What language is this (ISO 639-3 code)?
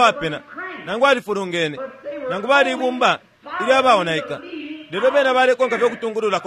bem